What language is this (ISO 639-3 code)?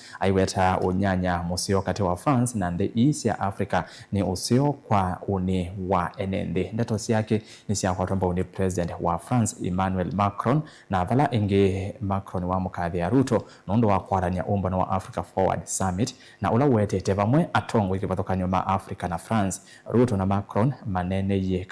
kam